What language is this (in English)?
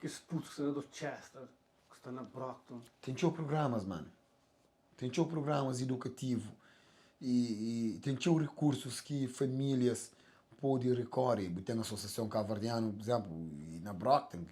Kabuverdianu